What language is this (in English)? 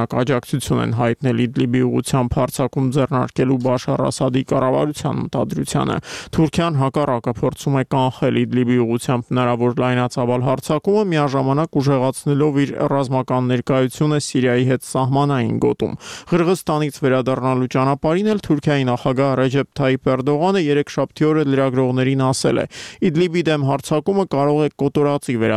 Armenian